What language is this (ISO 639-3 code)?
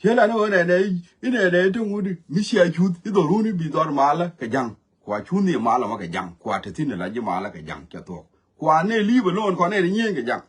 nus